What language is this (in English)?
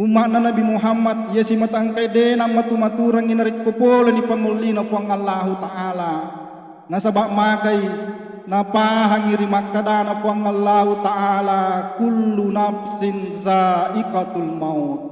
Buginese